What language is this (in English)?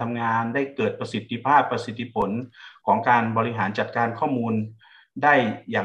Thai